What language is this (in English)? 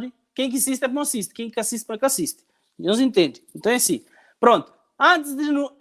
Kabuverdianu